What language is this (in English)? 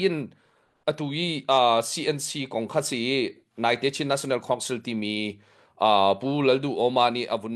Hakha Chin